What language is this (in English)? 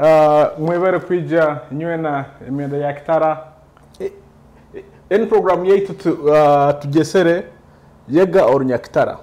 Nyoro